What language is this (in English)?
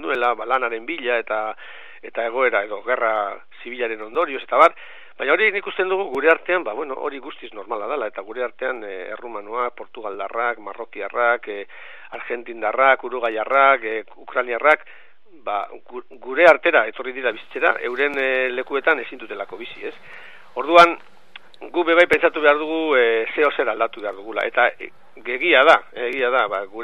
Basque